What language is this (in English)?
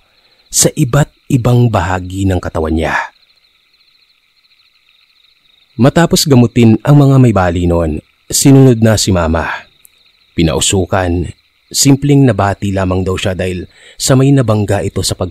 Filipino